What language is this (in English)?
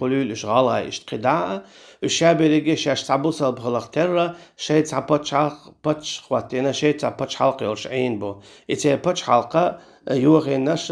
Chechen